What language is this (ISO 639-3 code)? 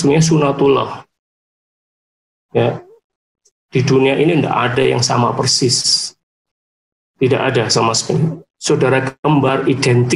ind